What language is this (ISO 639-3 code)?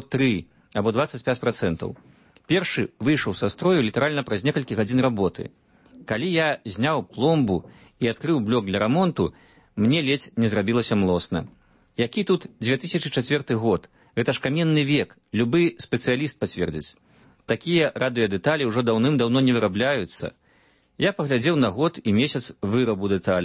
bel